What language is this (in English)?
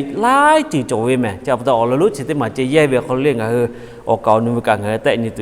Lahu